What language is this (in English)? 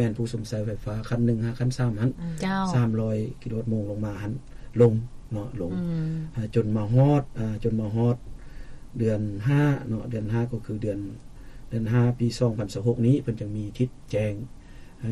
Lao